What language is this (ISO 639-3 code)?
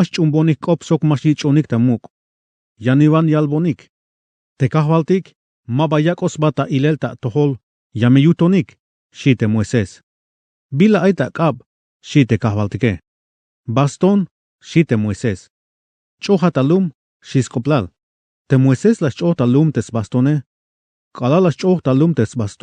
tzh